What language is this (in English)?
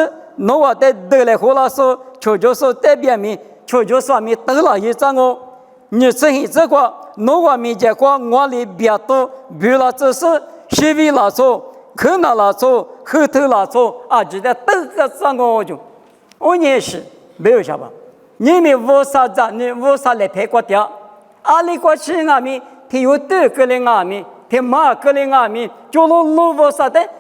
Lisu